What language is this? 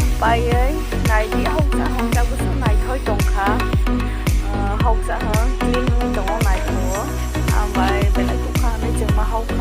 Kok Borok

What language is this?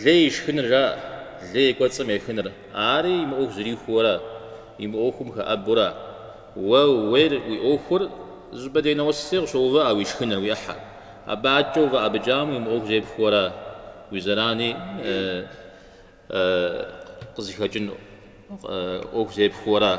Kabardian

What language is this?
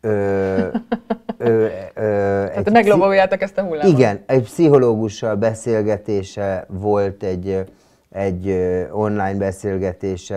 Hungarian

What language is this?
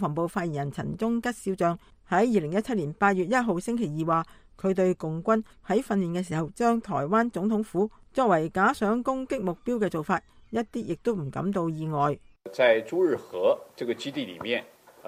Cantonese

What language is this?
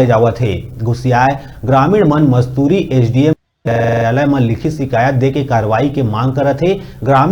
Chhattisgarhi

